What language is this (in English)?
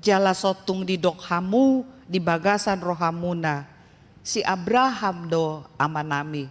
Batak Toba